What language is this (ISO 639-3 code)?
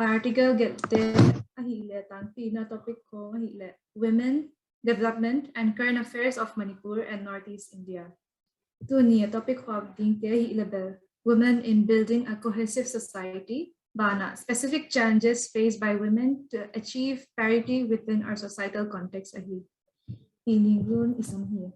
pck